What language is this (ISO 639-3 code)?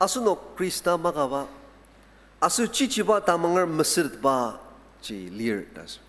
njo